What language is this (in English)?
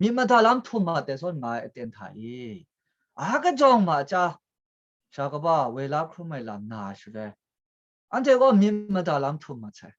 Kachin